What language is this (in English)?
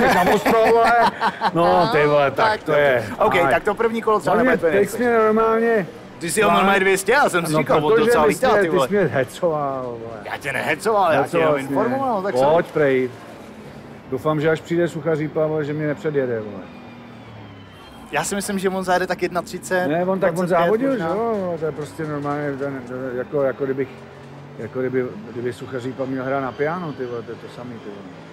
Czech